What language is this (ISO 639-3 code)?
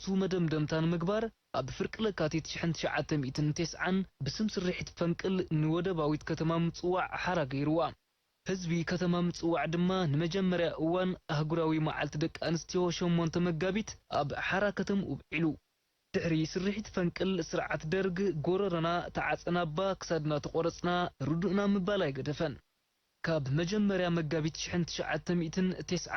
tir